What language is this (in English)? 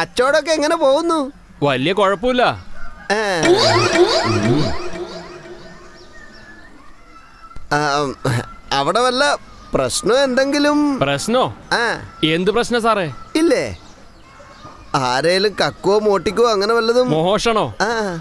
Malayalam